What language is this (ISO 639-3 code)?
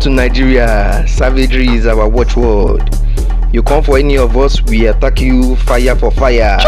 pcm